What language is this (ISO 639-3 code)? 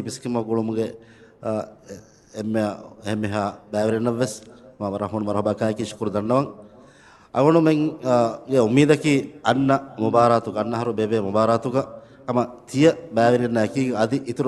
div